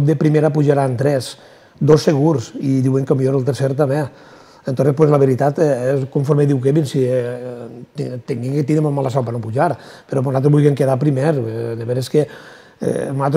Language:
Catalan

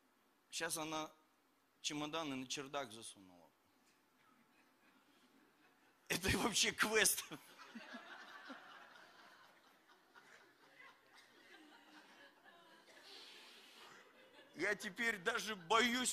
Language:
Russian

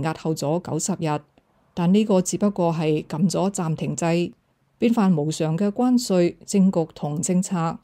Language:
Cantonese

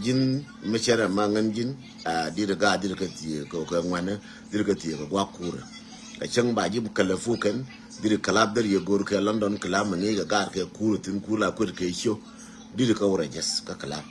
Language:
Nuer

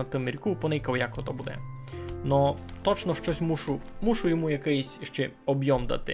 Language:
Rusyn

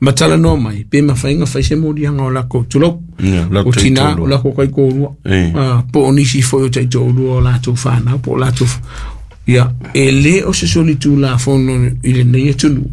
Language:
Samoan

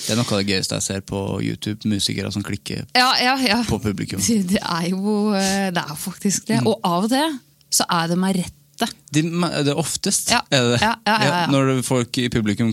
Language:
Norwegian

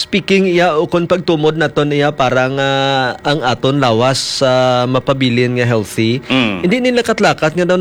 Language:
Hiligaynon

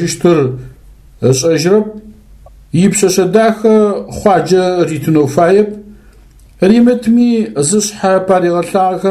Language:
Adyghe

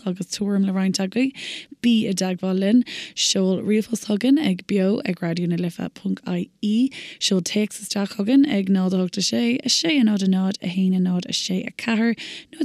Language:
Irish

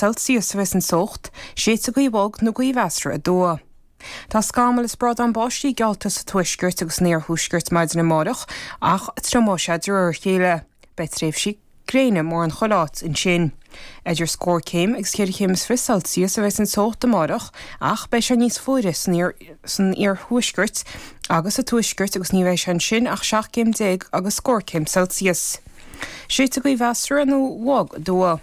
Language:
Irish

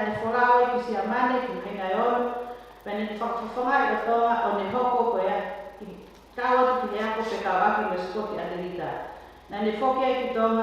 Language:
Tongan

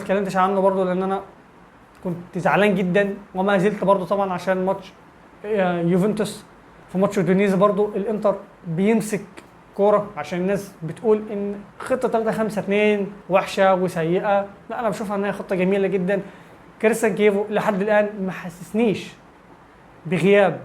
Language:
Egyptian Arabic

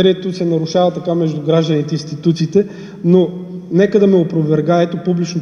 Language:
Bulgarian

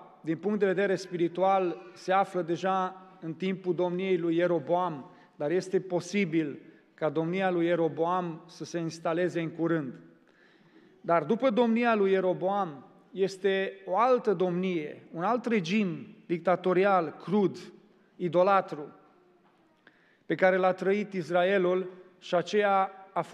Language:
Romanian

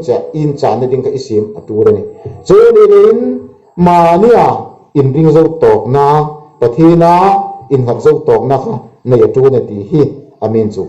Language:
Hmar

